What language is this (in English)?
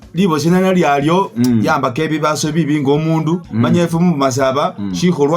Masaaba